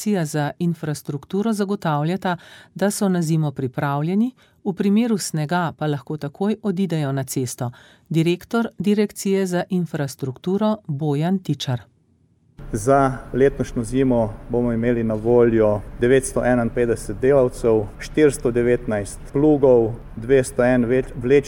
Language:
Slovenian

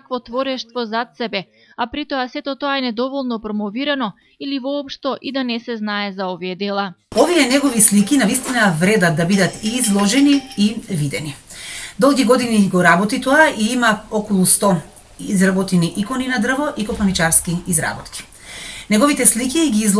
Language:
Macedonian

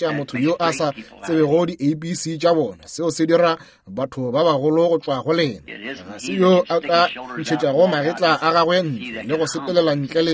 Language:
Northern Sotho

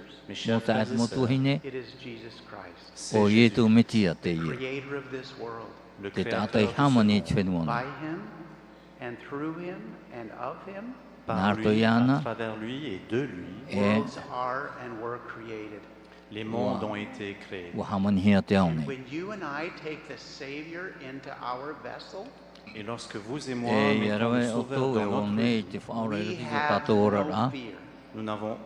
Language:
Tahitian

